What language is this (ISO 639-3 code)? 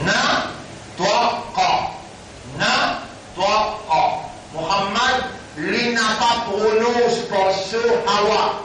mfe